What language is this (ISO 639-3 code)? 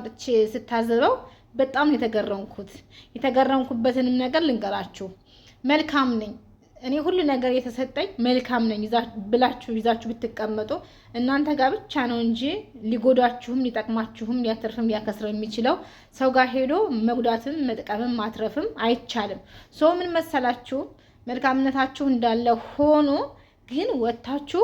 amh